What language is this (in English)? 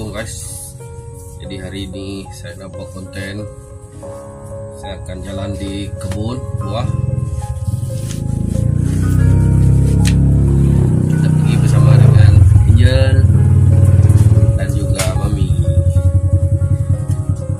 Malay